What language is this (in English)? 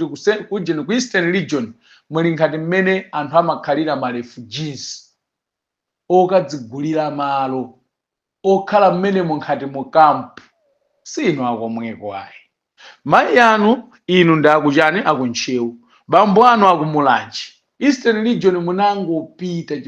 Nyanja